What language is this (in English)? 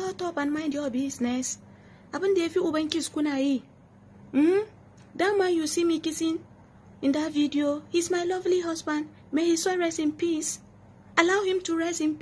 Hausa